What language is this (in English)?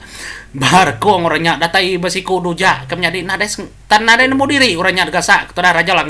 Iban